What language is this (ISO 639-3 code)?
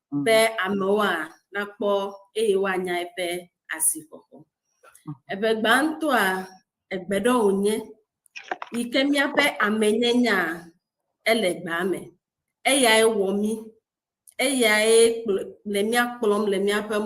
ewe